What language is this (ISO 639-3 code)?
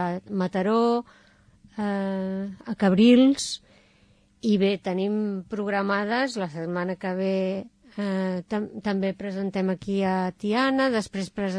cat